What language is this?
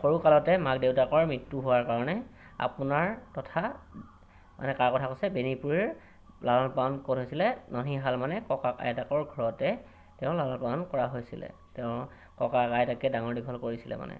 Assamese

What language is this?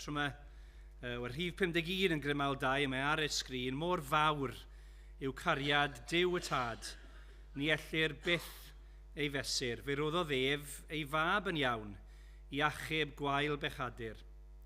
Welsh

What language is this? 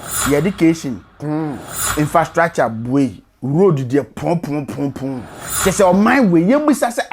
Akan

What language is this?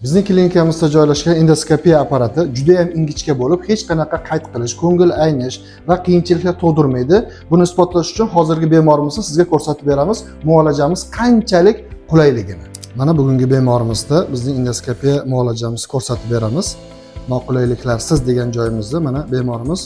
Uzbek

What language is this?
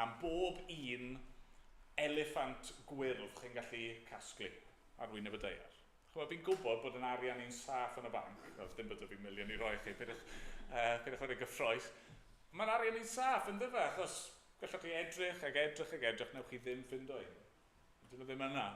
Welsh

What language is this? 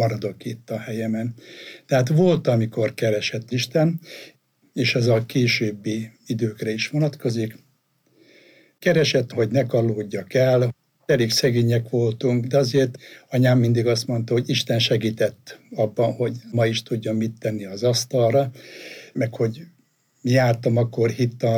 Hungarian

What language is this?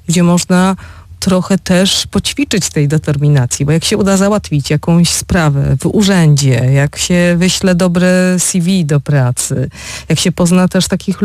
Polish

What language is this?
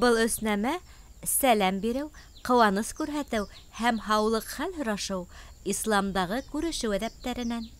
Bashkir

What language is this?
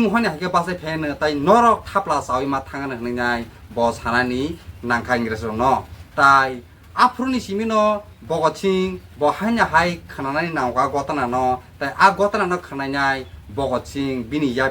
Kok Borok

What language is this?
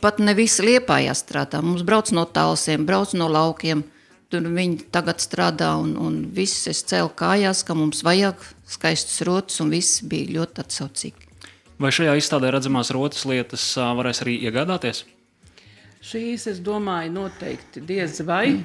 Latvian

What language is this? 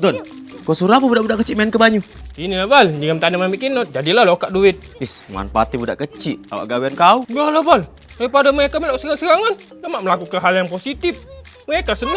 Musi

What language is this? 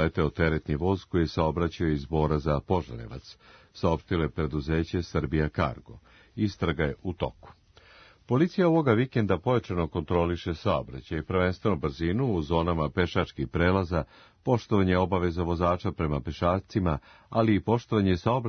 Serbian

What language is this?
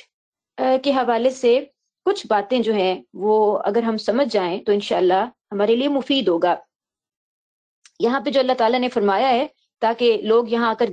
Urdu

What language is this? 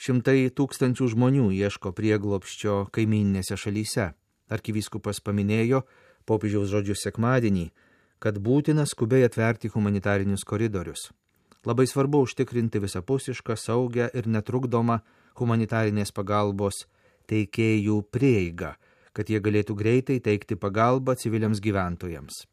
Lithuanian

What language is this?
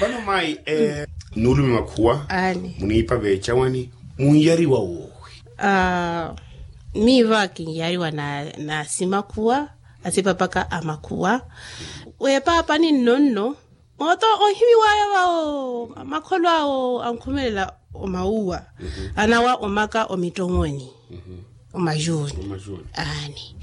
Makhuwa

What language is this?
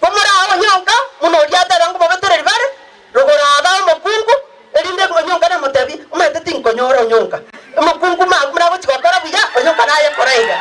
Gusii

